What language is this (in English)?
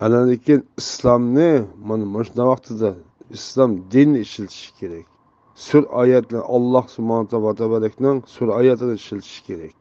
Uyghur